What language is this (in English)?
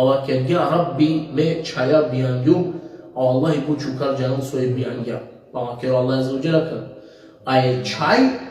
Balkan Romani